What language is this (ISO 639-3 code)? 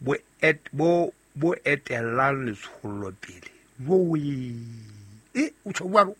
sot